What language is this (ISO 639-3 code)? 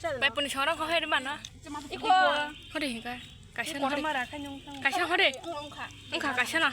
trp